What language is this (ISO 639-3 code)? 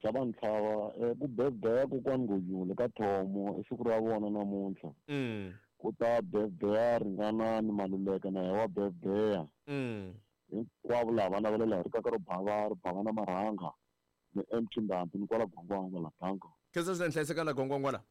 tso